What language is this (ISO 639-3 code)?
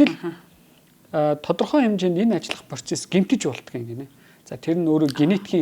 mon